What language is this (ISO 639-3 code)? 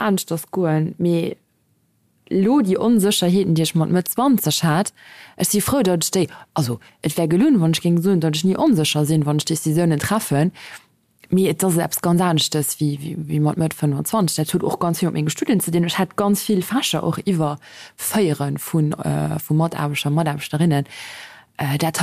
ltz